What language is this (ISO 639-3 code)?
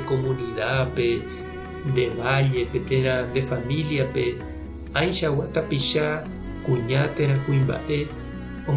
grn